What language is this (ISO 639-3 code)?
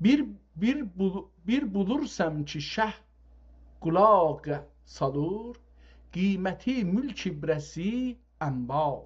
azb